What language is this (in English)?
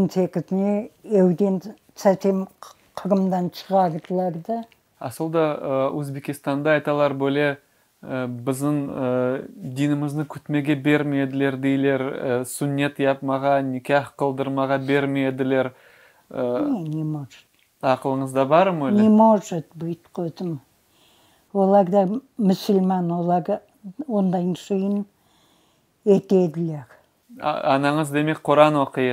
Crimean Tatar